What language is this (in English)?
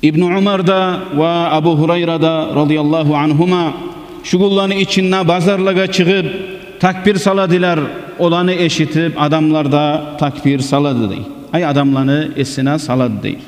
Kumyk